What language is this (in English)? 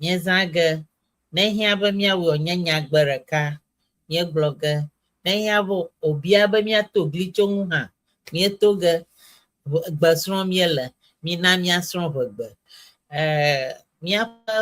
Ewe